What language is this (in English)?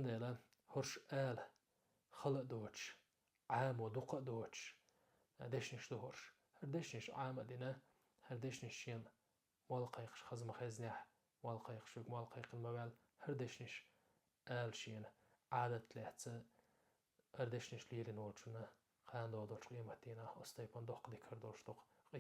Chechen